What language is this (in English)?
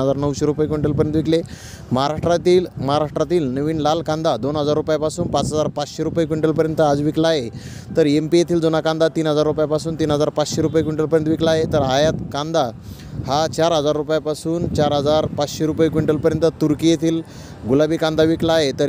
Marathi